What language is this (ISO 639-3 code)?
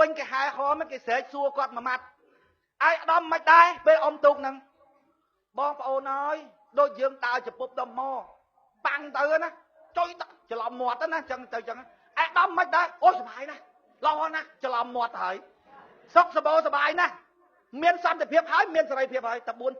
khm